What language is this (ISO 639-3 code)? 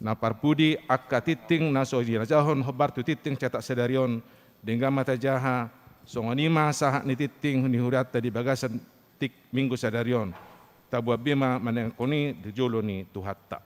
bbc